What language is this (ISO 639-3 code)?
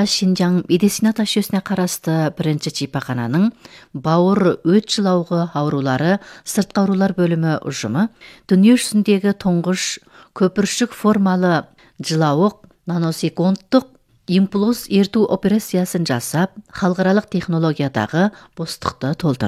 kaz